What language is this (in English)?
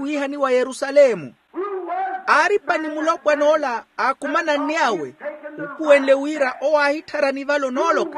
Makhuwa